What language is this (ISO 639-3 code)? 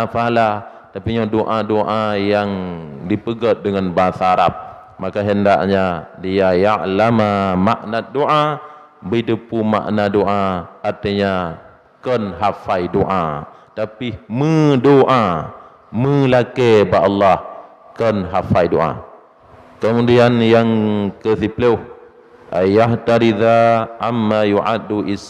ace